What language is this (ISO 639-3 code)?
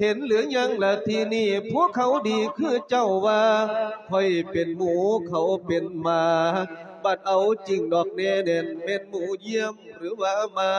lao